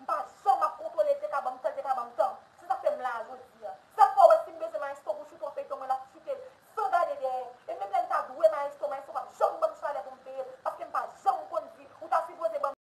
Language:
Haitian Creole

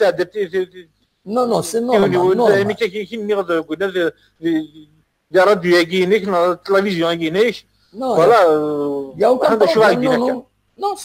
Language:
Kabyle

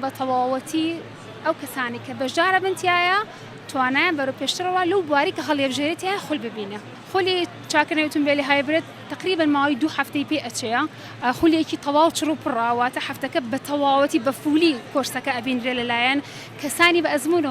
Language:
Central Kurdish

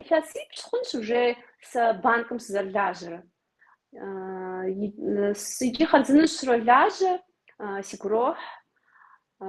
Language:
Kabardian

